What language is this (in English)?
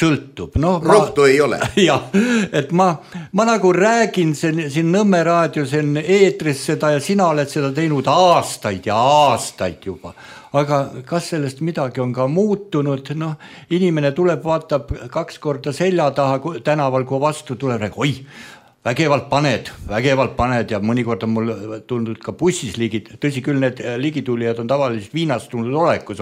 Estonian